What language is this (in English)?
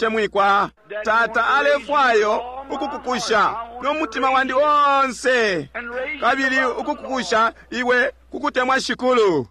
Bemba